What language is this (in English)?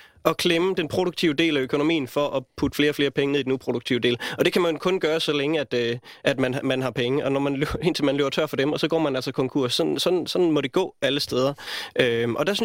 Danish